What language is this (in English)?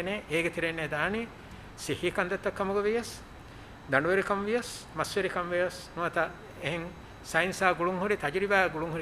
Divehi